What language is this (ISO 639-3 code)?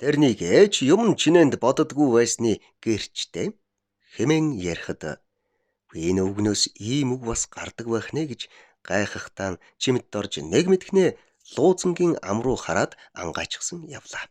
mon